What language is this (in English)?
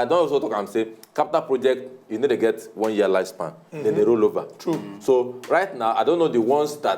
Nigerian Pidgin